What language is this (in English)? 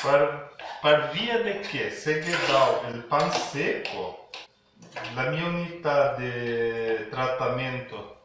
Venetian